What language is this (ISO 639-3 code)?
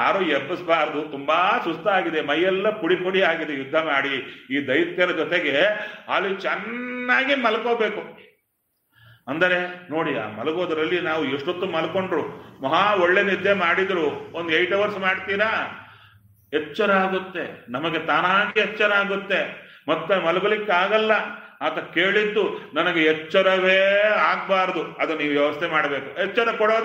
kan